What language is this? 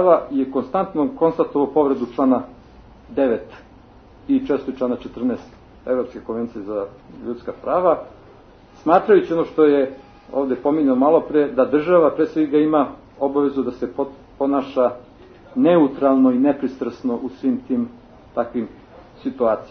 Serbian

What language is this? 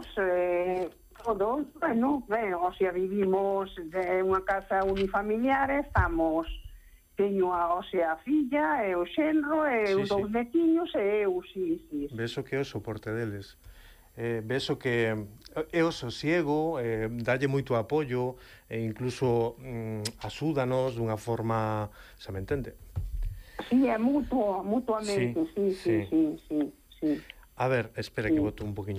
Galician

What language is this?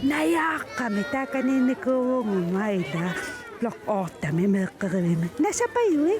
Kalaallisut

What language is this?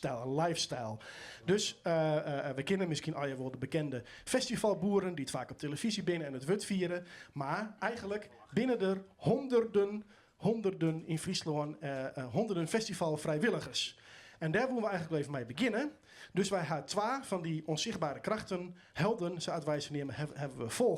Western Frisian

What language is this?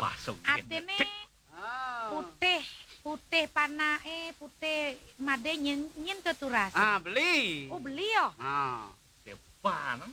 Balinese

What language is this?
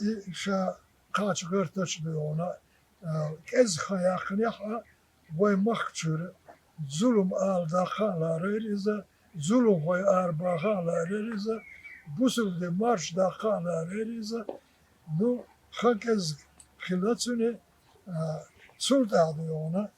Chechen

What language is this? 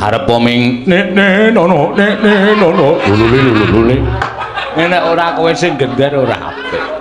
Javanese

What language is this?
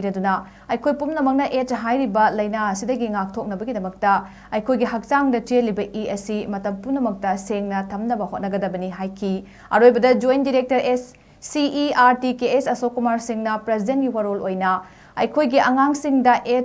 Manipuri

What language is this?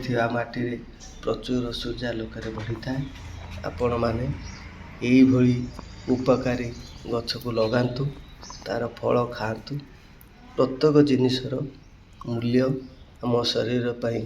Odia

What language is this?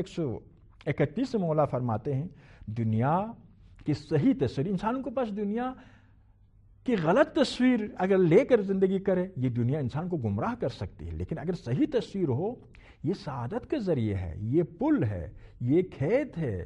Urdu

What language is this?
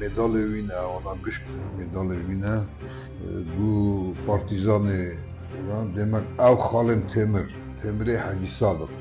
Kurdish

